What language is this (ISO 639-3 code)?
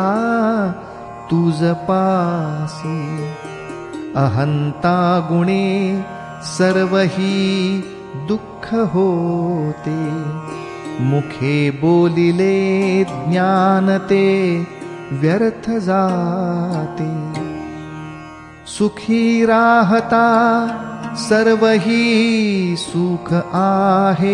mar